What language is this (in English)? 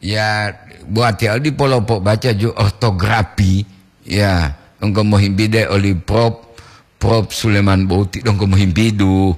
Gorontalo